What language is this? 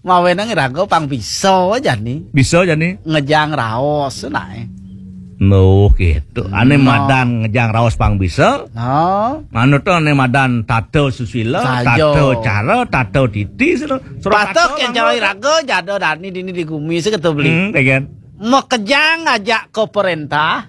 Balinese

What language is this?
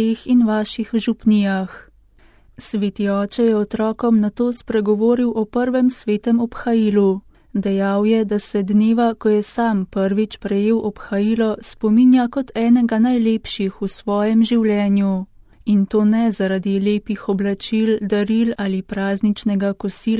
Slovenian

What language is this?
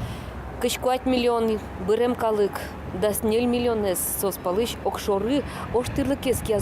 Udmurt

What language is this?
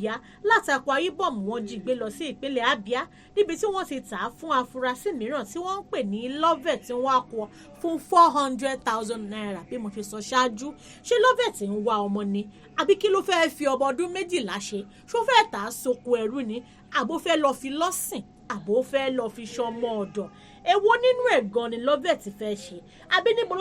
Yoruba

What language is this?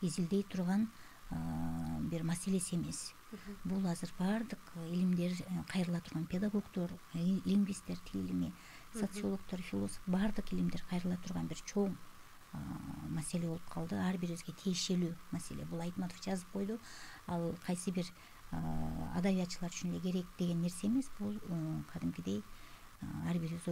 Kyrgyz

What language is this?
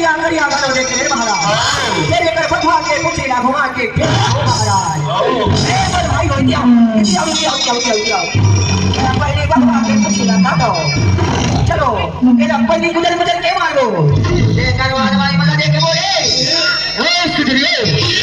Chhattisgarhi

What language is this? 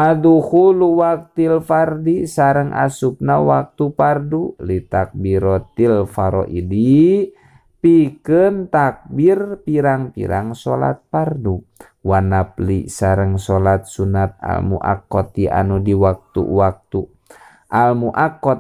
Sundanese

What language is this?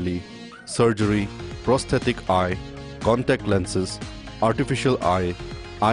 Tangkhul Naga (India)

